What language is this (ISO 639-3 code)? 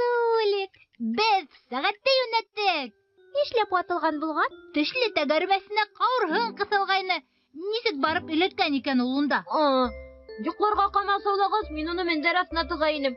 bak